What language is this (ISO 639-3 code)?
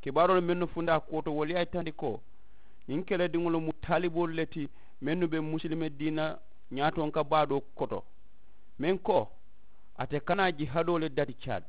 man